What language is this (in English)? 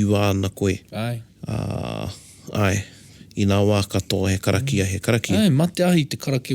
Māori